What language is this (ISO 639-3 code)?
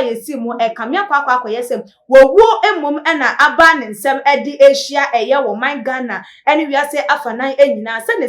aka